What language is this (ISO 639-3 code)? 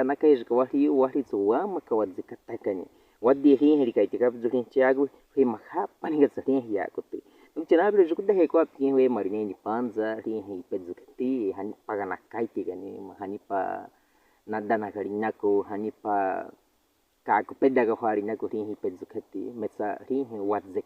bwi